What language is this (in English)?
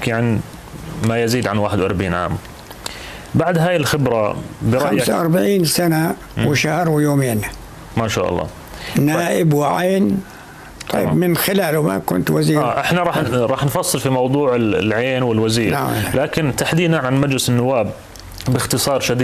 North Levantine Arabic